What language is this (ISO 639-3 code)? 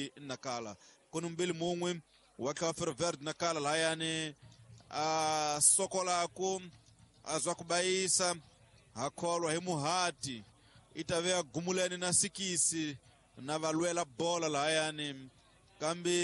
tso